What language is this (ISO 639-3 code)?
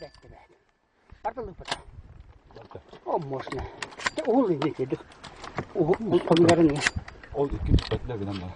sah